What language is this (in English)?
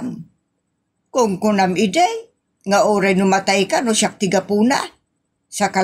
Iloko